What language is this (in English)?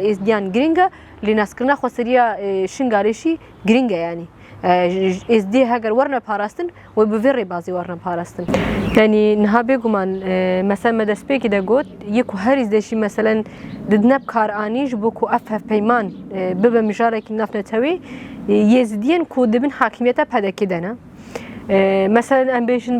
Kurdish